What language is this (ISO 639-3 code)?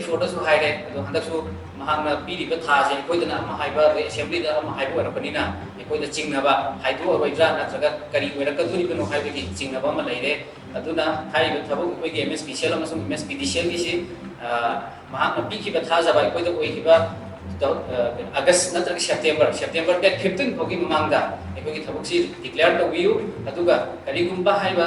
mni